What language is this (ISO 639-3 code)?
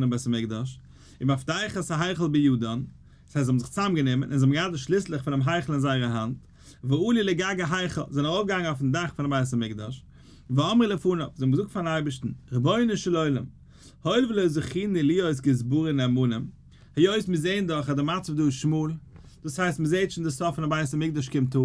yid